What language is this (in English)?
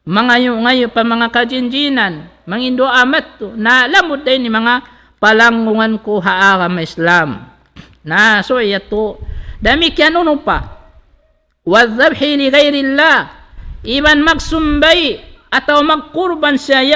Tausug